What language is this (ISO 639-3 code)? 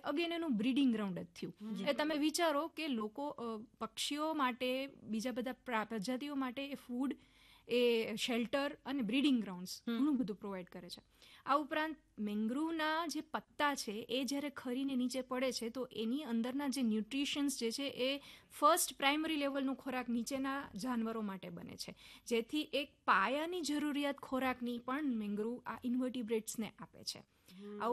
guj